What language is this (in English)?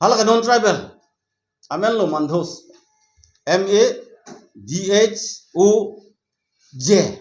Karbi